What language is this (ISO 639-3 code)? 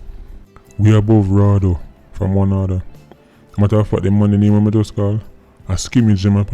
jam